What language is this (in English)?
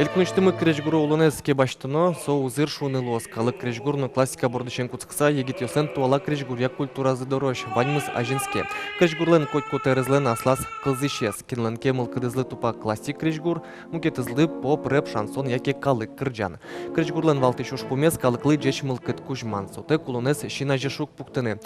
Udmurt